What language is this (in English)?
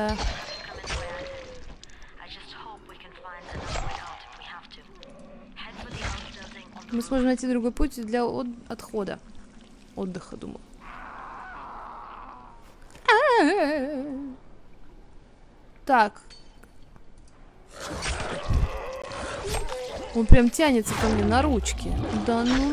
Russian